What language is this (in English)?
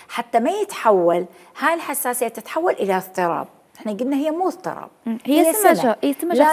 Mesopotamian Arabic